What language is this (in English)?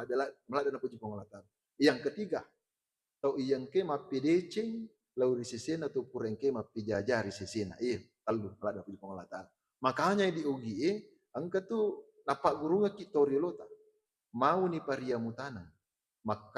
Buginese